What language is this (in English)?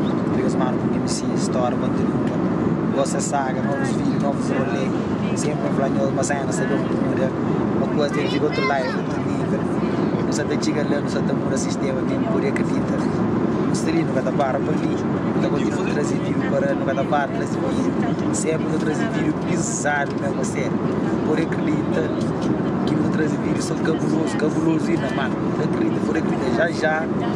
Kabuverdianu